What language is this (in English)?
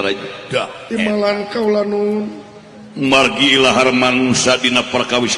Sundanese